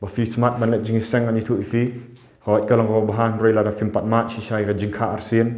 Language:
Khasi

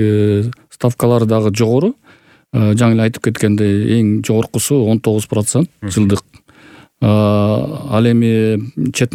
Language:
Kyrgyz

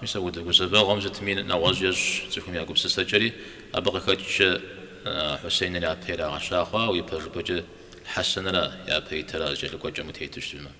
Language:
Kabardian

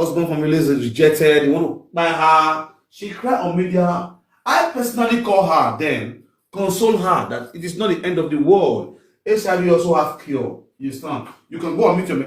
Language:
Nigerian Pidgin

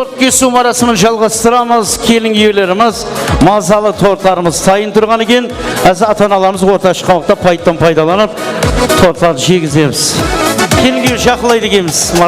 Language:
Kara-Kalpak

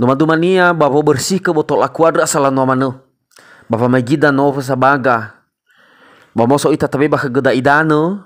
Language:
Nias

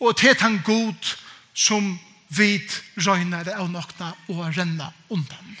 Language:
Faroese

